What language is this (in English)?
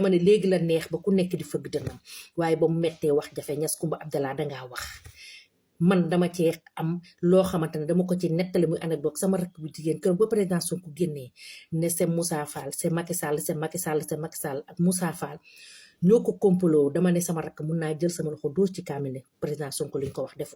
Wolof